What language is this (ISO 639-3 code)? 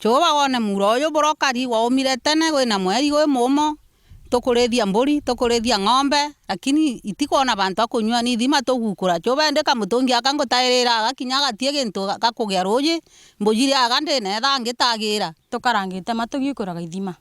mer